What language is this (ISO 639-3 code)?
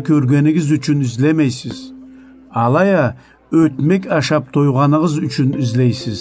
krc